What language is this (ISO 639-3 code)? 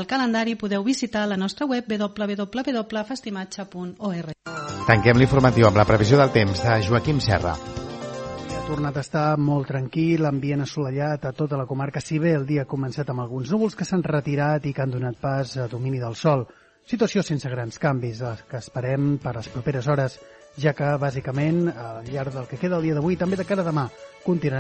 cat